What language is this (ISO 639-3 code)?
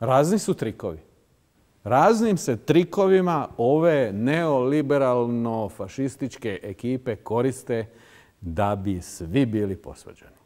srp